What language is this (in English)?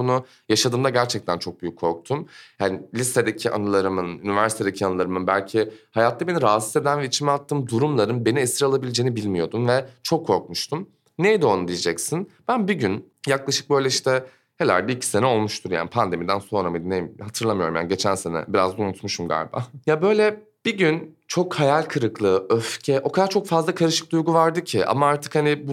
Turkish